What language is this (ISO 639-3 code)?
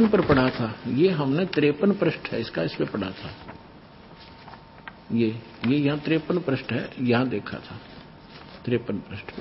hin